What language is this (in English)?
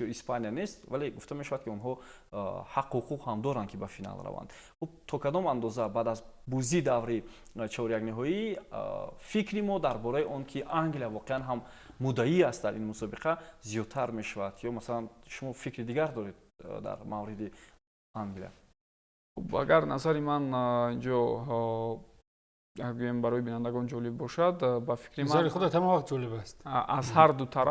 Tajik